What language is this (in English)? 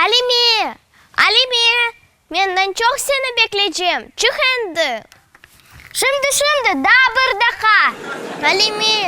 Crimean Tatar